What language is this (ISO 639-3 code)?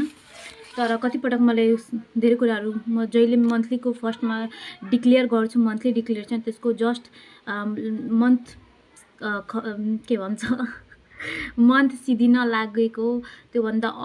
nep